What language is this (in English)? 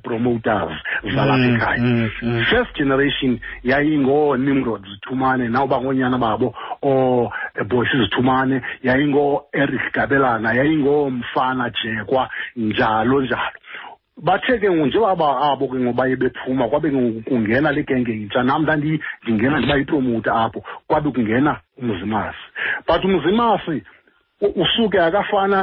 Xhosa